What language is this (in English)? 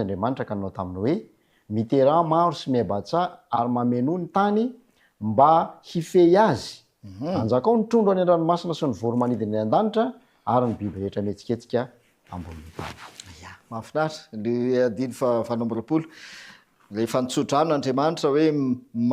Malagasy